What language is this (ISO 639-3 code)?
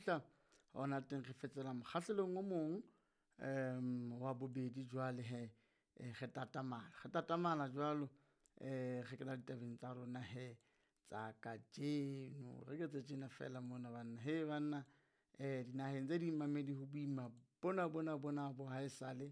sot